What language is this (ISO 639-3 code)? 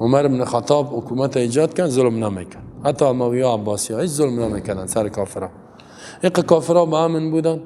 fas